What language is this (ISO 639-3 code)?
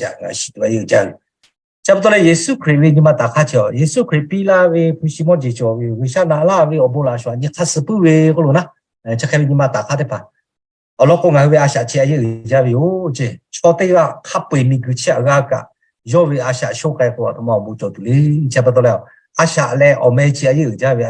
lhu